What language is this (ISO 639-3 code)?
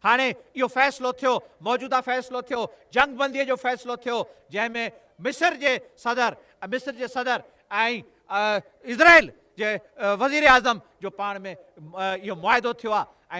snd